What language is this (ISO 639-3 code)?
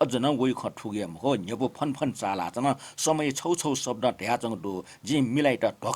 new